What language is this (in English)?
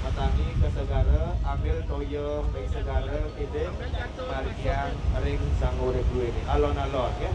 Balinese